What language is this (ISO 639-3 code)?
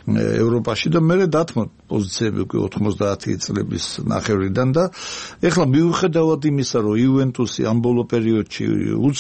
kat